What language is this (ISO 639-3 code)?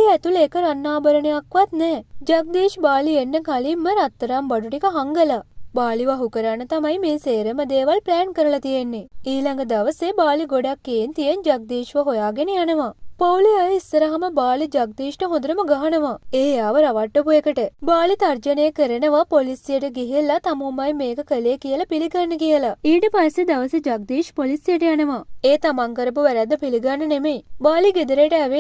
sin